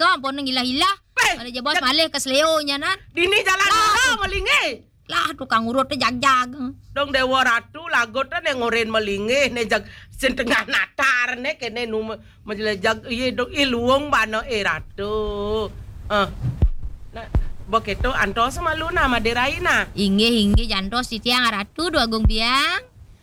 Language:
Balinese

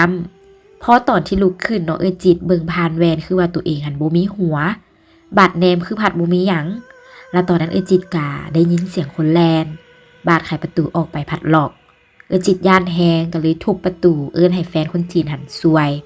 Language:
Lao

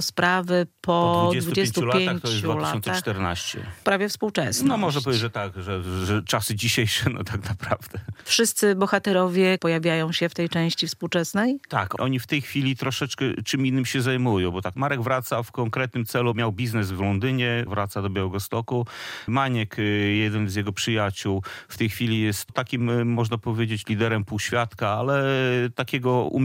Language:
Polish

